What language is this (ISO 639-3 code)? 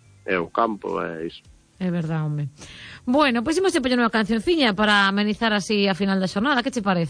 glg